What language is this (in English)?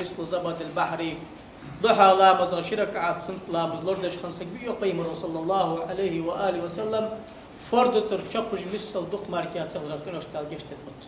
Ingush